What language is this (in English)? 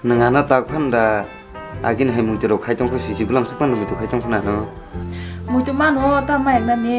Kok Borok